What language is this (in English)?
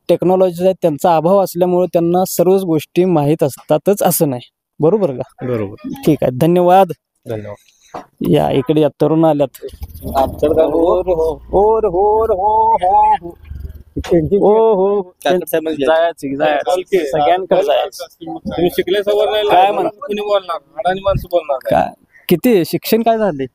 Marathi